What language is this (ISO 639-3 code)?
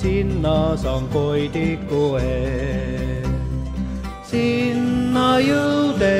est